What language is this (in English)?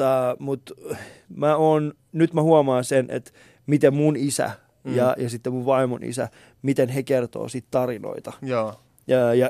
Finnish